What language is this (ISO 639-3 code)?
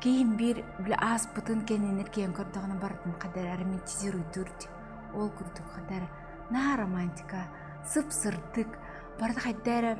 sah